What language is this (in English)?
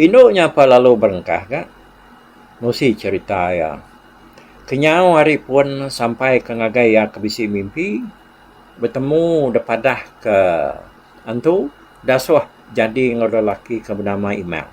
Iban